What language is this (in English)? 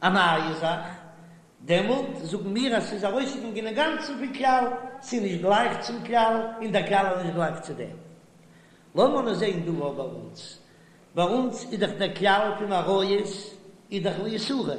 Yiddish